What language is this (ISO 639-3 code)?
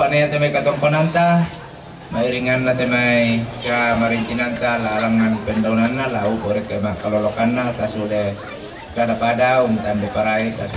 sda